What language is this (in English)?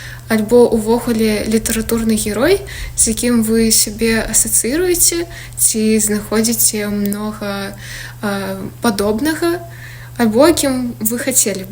Belarusian